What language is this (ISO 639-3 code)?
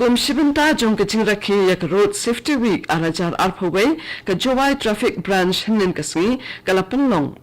kha